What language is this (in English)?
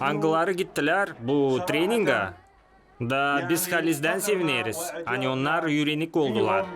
Gagauz